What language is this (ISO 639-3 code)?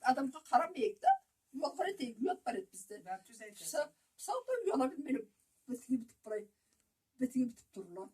krc